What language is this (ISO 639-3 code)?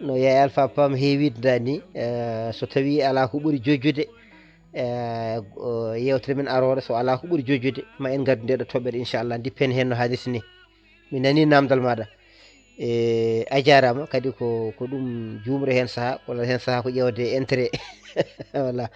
ful